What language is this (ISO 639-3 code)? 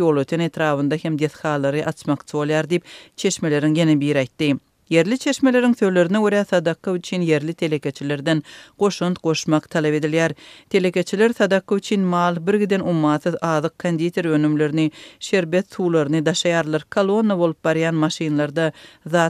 tuk